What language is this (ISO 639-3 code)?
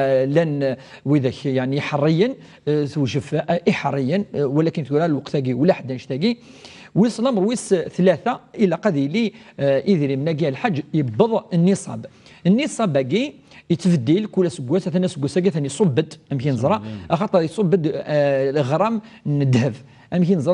kab